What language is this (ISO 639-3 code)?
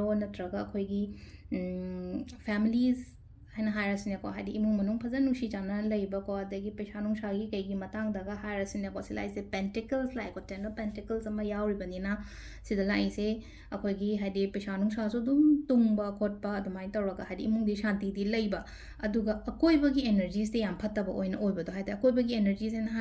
mni